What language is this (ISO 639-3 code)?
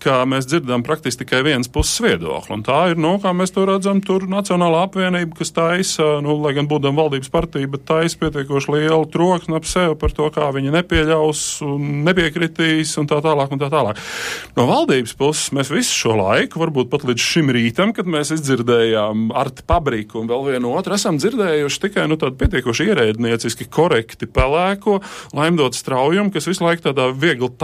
lav